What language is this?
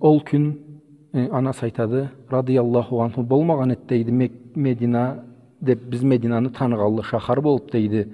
Karachay-Balkar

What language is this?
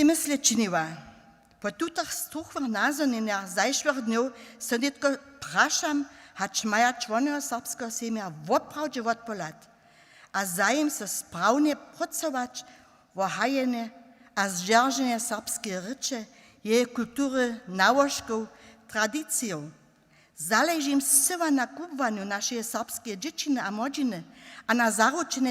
Upper Sorbian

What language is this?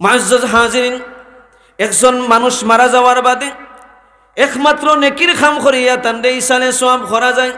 Sylheti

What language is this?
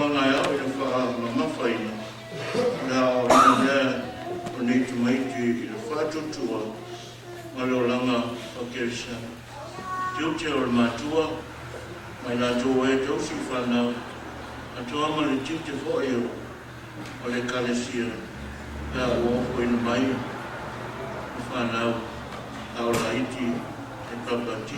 Samoan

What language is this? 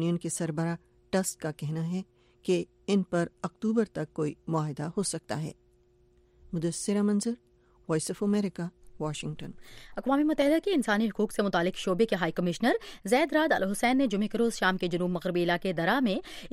Urdu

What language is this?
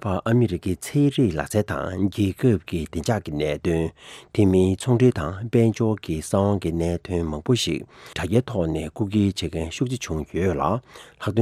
Tibetan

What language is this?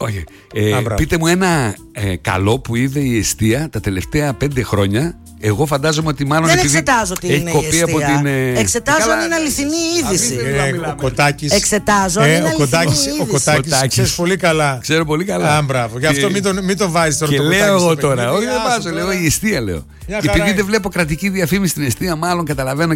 Greek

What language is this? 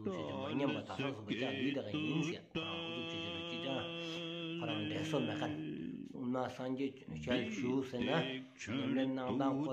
Stod Bhoti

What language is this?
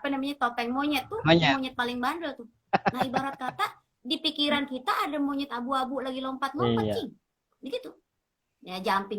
Betawi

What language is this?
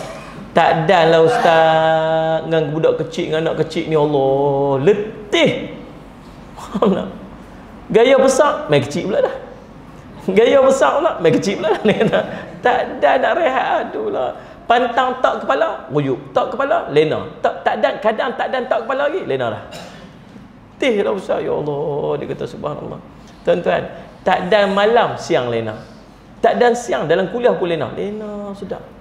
Malay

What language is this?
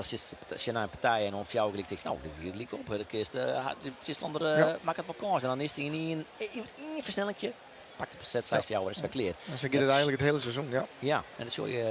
Western Frisian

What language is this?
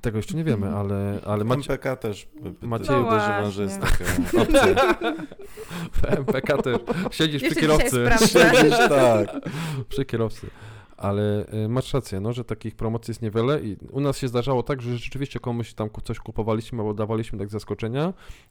Polish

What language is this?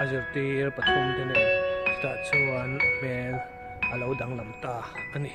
Mizo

